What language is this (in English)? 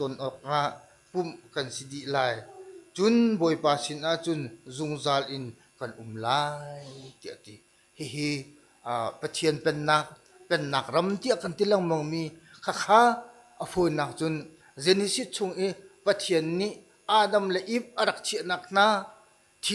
Hakha Chin